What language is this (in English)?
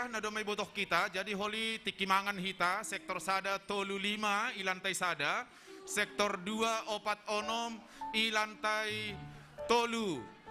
Batak Simalungun